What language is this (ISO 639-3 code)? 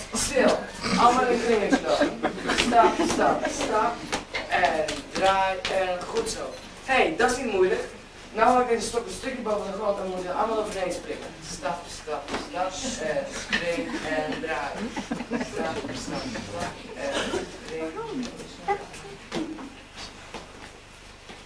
nld